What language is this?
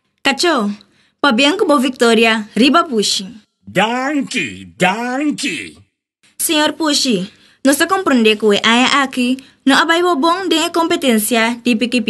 Papiamento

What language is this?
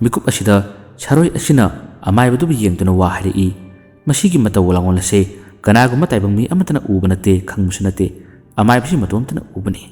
Manipuri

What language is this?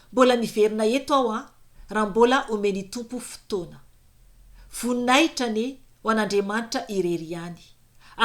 Malagasy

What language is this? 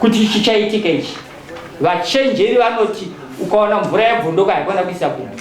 Shona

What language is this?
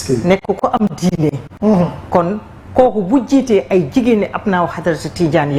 Wolof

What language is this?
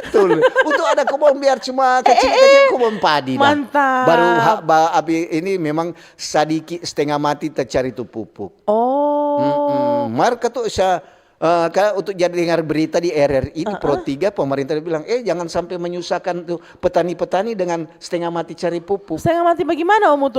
Manado Malay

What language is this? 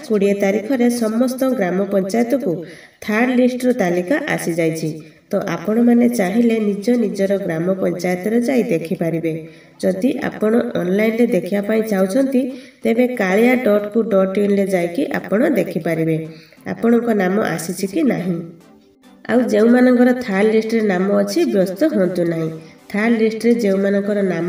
Odia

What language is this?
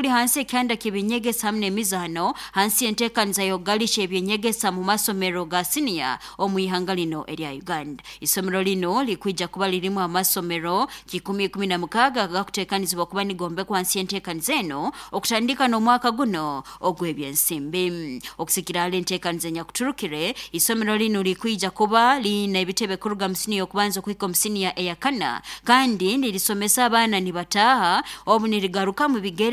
Nyoro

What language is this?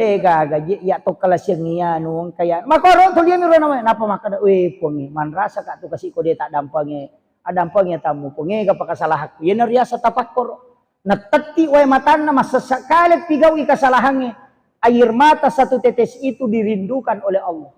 Buginese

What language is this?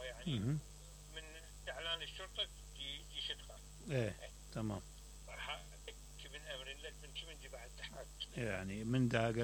Mesopotamian Arabic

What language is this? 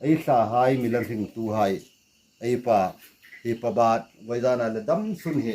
Hmar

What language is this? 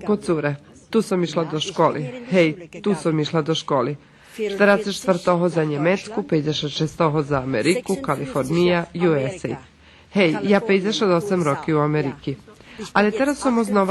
Rusyn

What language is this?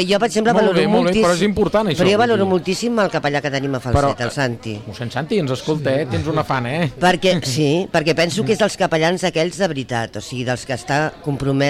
Catalan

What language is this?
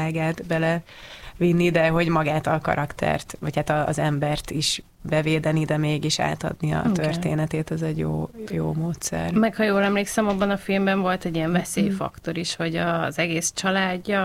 Hungarian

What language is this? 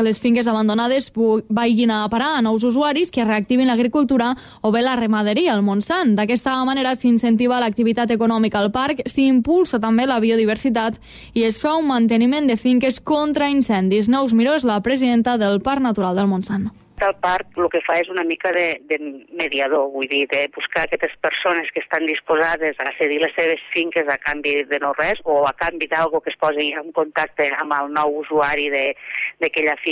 Catalan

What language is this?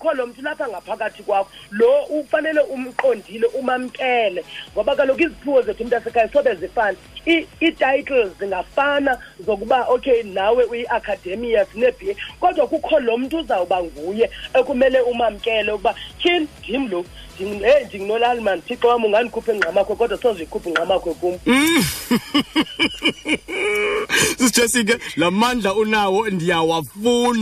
Xhosa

